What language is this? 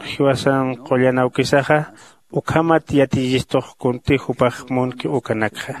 Aymara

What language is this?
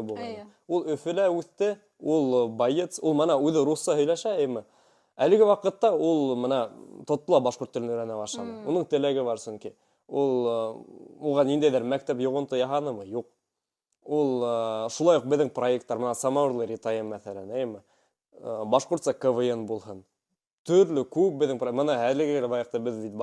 Bashkir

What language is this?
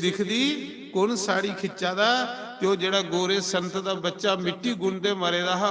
Dogri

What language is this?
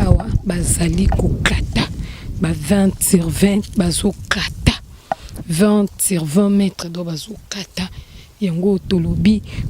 Lingala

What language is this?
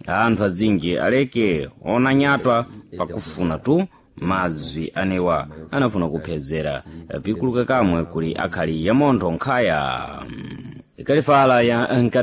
Sena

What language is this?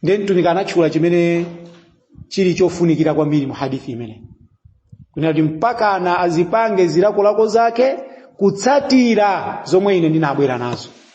Nyanja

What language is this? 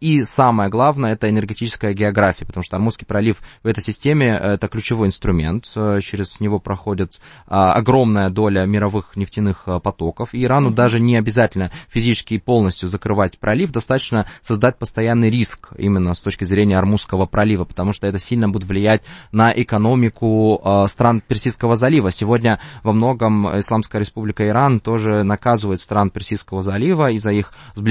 Russian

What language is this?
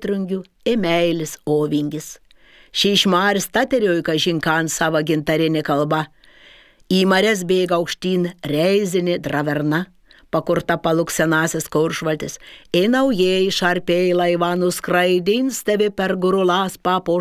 Lithuanian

